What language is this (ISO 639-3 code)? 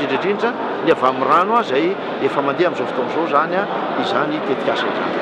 mlg